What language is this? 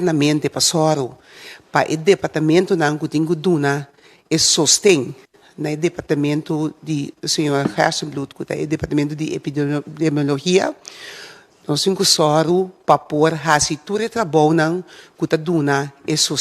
Papiamento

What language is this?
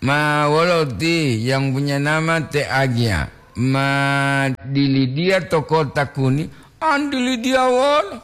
Gorontalo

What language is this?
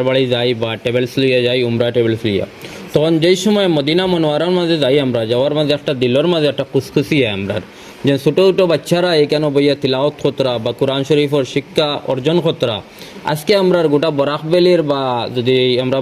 Sylheti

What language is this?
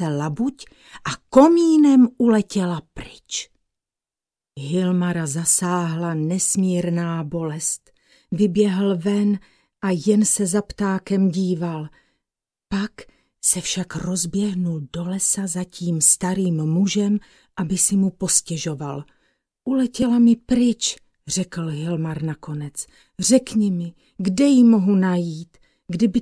Czech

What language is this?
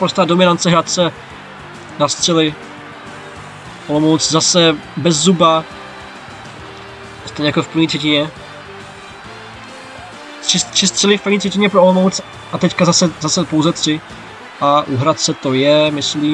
Czech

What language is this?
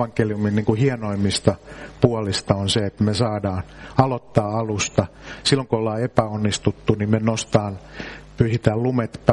Finnish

